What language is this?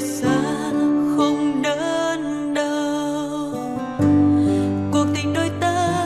Vietnamese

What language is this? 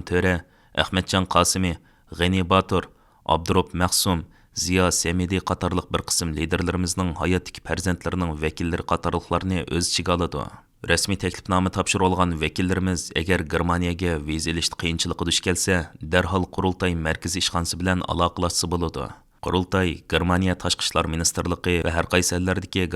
Uyghur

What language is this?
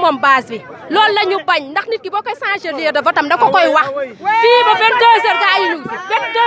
Wolof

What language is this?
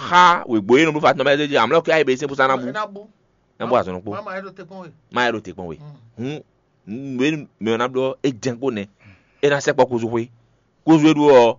Fon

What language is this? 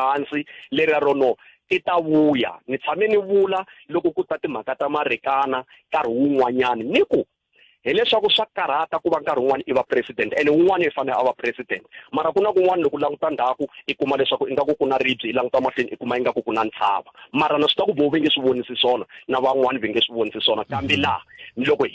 Tsonga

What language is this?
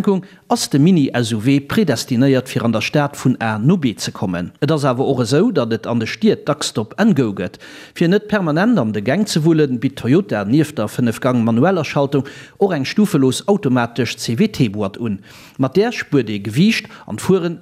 Luxembourgish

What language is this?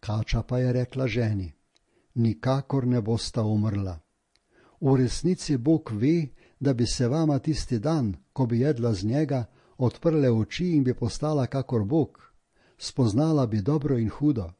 Slovenian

